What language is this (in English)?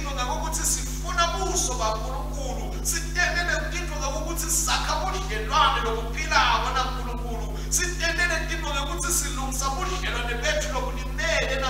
Swati